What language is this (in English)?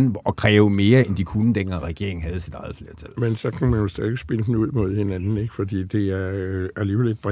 Danish